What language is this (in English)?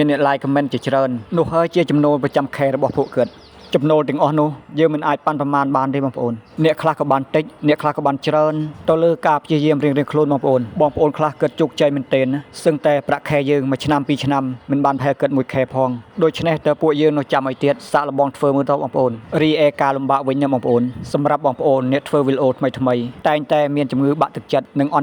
Khmer